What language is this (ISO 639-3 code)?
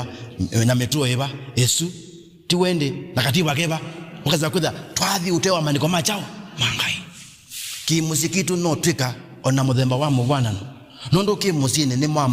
kam